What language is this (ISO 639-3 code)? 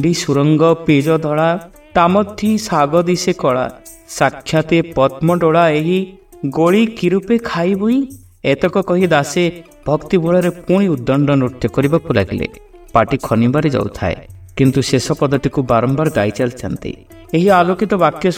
ori